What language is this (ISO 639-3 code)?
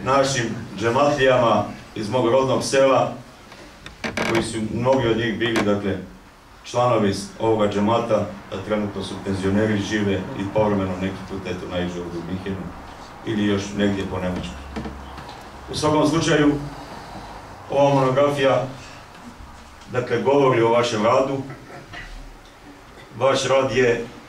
bos